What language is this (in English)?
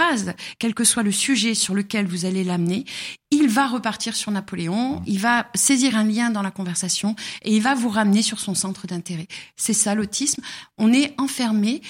French